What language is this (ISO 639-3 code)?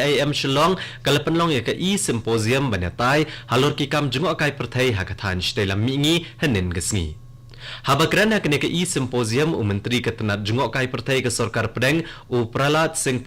kha